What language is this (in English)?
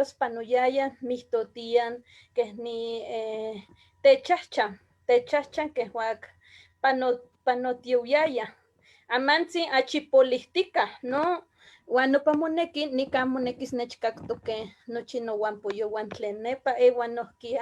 Eastern Huasteca Nahuatl